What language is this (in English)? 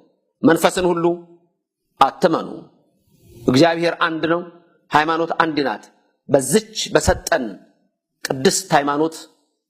Amharic